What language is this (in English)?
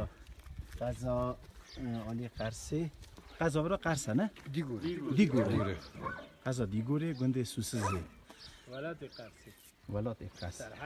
Kurdish